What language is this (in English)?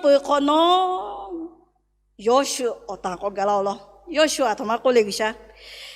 Lahu